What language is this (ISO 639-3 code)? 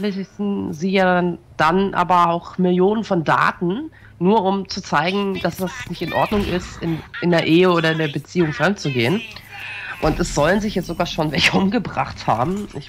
deu